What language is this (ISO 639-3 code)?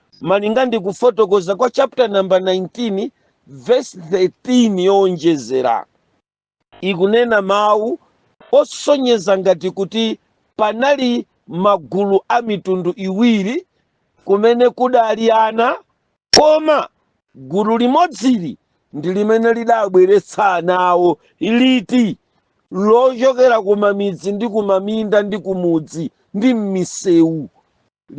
nya